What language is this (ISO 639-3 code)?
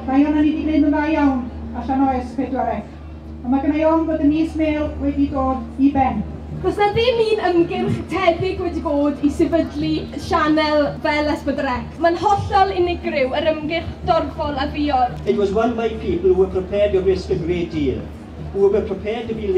cym